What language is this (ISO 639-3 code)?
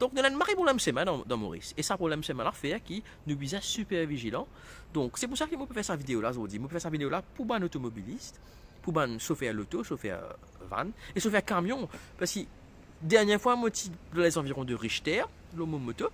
mfe